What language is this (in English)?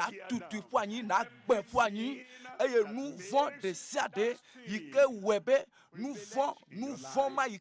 Ewe